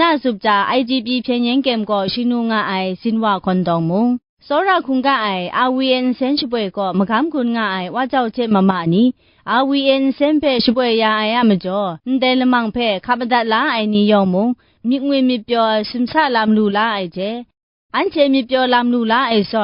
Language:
Kachin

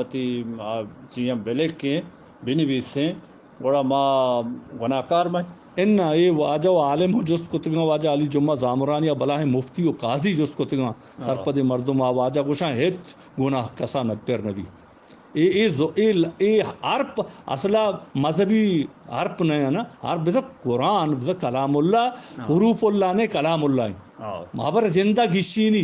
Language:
Eastern Balochi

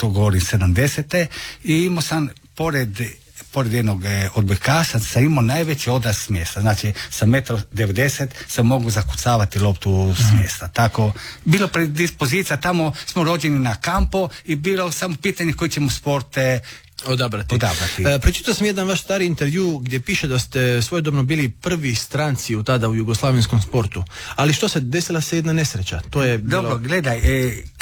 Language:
Croatian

